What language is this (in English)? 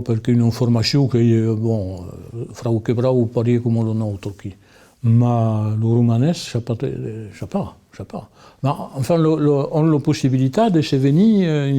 Occitan